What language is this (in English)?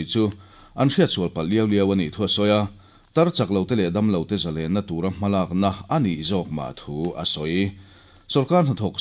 Mizo